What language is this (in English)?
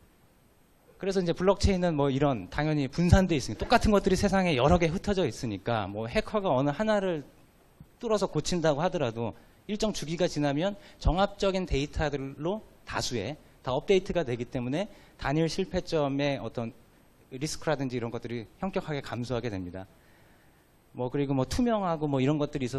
Korean